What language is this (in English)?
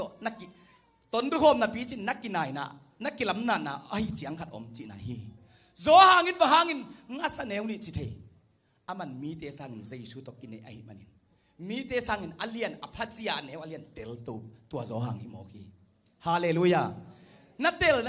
Tedim Chin